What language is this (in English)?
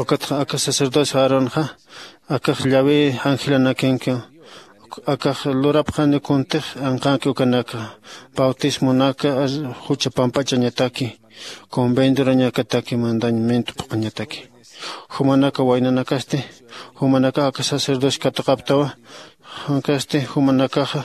Aymara